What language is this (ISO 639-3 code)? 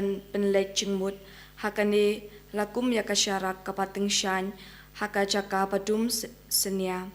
kha